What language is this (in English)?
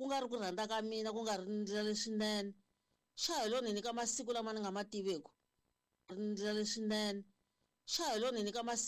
Tsonga